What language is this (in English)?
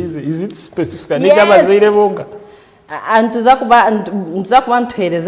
Nyankole